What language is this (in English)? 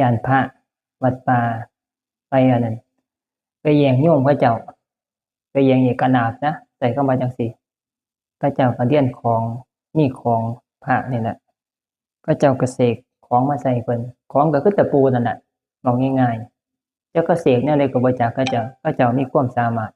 Northeastern Thai